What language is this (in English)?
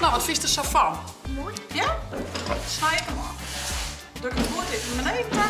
Western Frisian